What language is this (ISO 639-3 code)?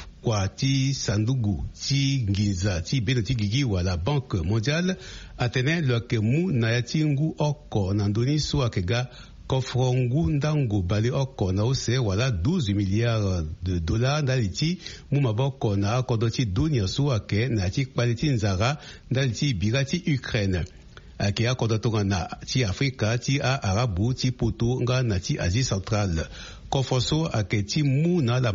sag